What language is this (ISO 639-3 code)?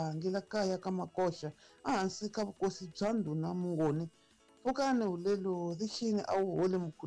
tso